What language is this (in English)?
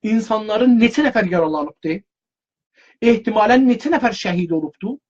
South Azerbaijani